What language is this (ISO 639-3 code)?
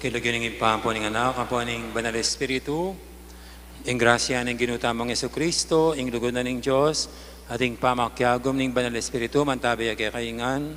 pam